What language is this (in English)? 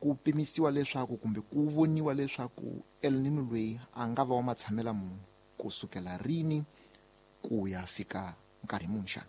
Tsonga